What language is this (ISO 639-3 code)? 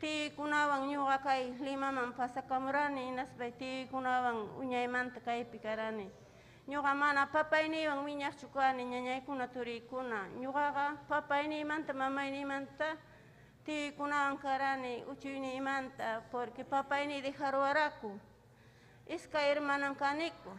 quy